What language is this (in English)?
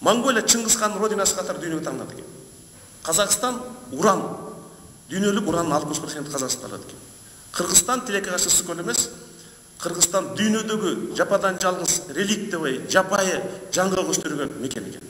Kyrgyz